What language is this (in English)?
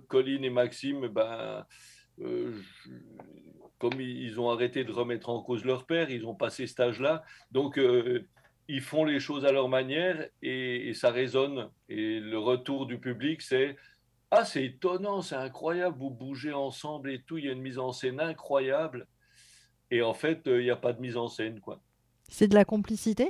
French